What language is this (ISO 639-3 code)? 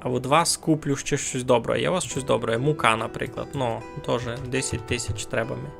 rue